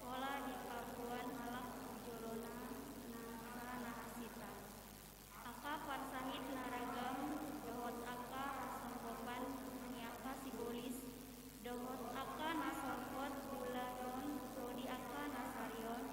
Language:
Batak Toba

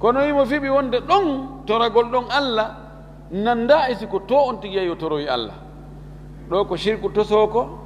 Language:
Fula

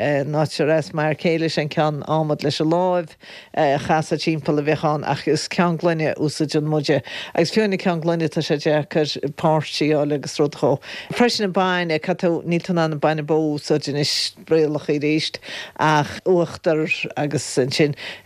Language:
Irish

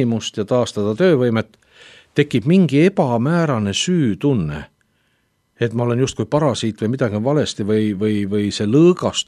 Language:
Estonian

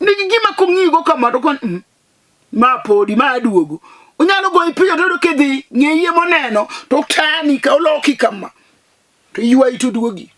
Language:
Luo (Kenya and Tanzania)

